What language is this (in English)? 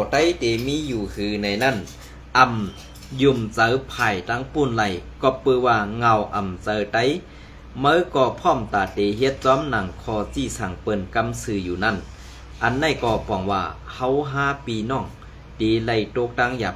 Shan